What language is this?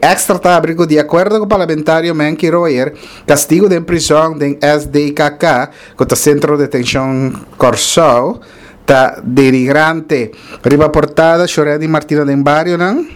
Papiamento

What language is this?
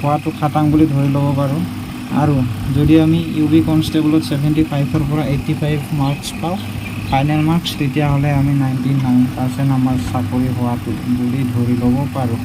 Assamese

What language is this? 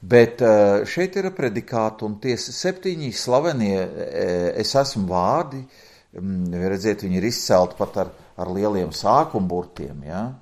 Latvian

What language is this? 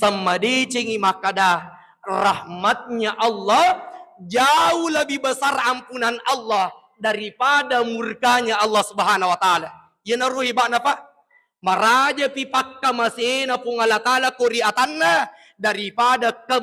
Buginese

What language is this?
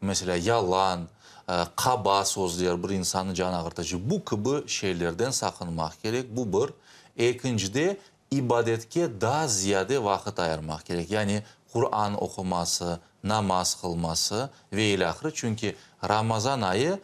Crimean Tatar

